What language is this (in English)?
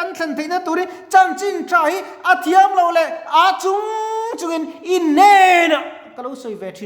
Mizo